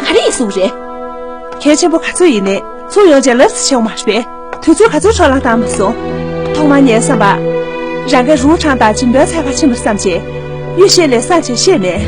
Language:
Tibetan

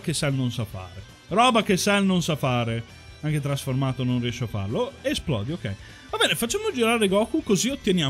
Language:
Italian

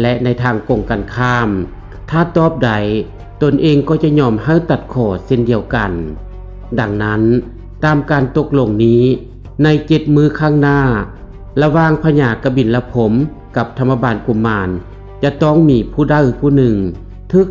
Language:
Lao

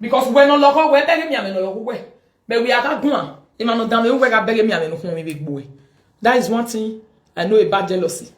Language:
Nigerian Pidgin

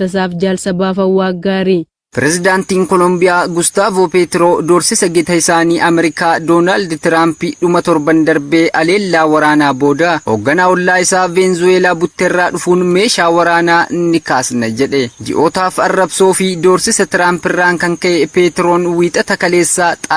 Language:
Oromo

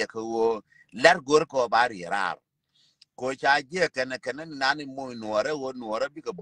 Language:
Nuer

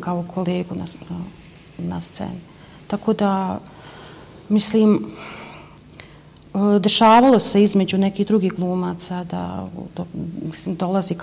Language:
Bosnian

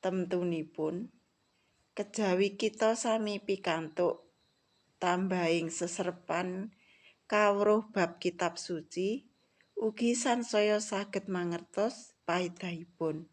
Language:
Javanese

